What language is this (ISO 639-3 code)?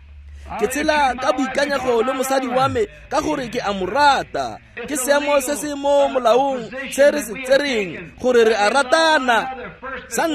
tsn